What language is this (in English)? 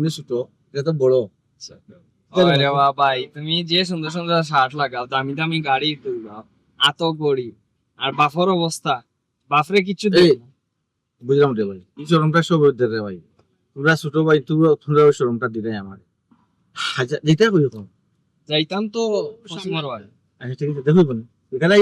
Sylheti